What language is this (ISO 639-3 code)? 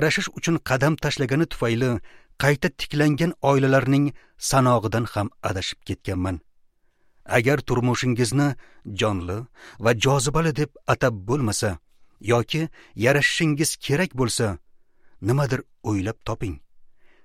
uzb